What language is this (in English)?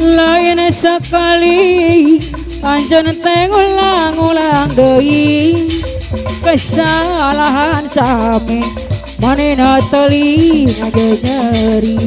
Sundanese